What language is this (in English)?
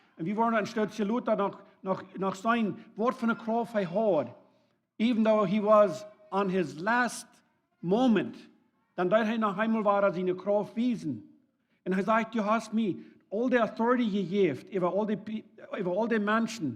Plautdietsch